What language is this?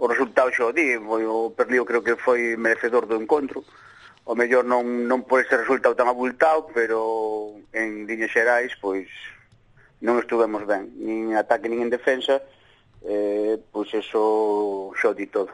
Galician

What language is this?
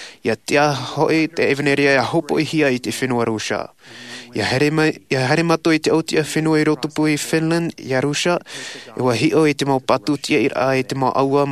Tahitian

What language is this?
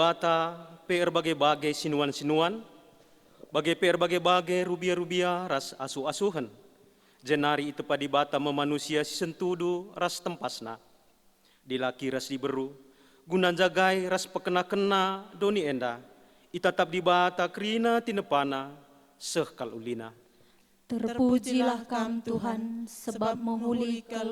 Batak Karo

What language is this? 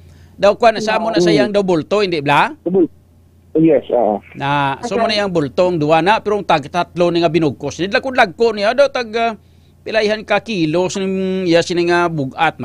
Hiligaynon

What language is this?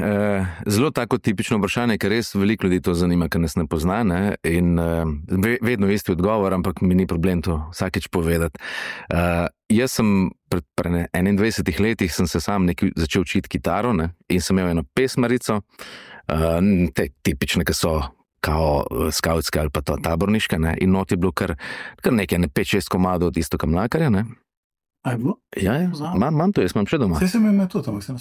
Slovenian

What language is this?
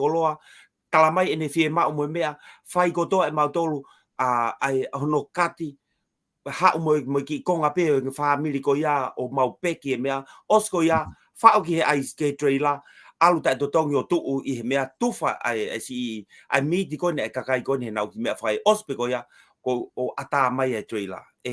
Tongan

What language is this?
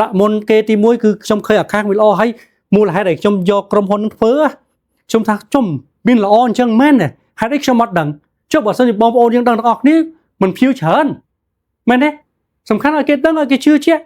Khmer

